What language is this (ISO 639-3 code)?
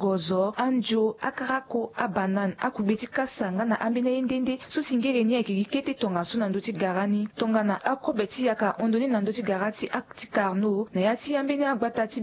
sag